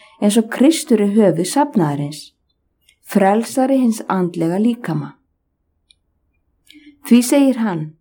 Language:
Icelandic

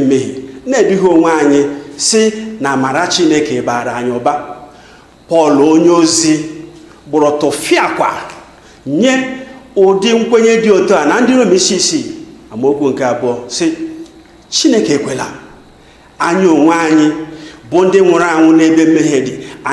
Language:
Igbo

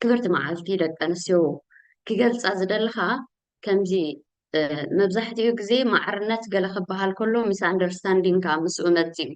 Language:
Tigrinya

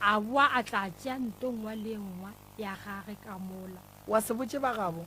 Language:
Northern Sotho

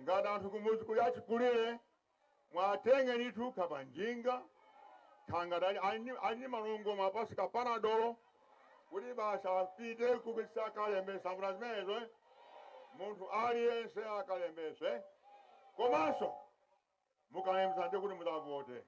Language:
Nyanja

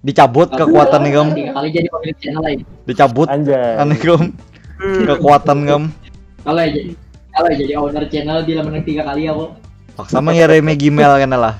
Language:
Banjar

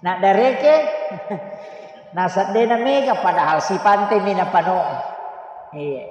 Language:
Buginese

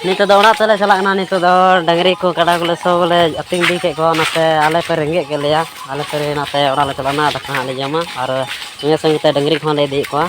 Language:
Santali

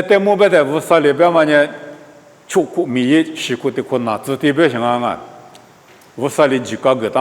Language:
Lisu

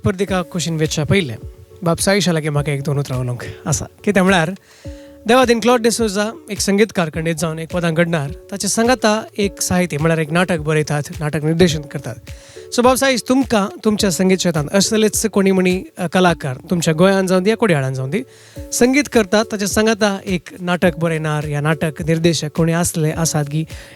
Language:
Konkani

